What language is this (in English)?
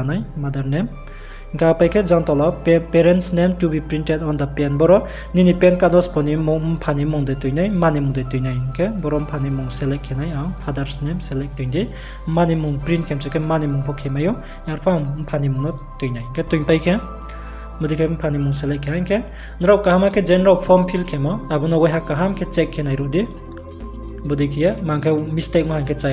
Riang (India)